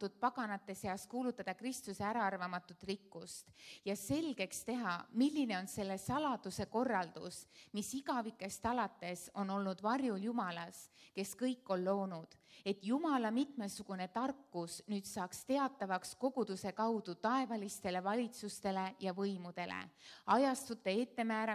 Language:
Estonian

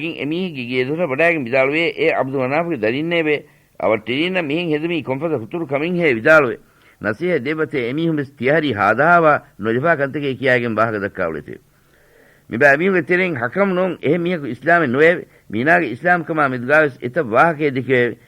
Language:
Divehi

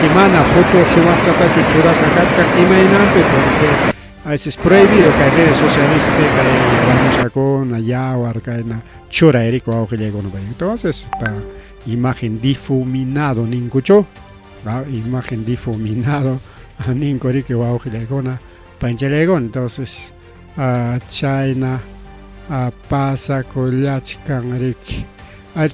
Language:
Ayacucho Quechua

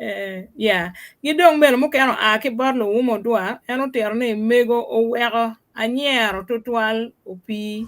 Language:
Acoli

